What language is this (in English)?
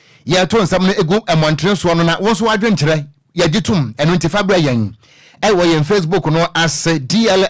Akan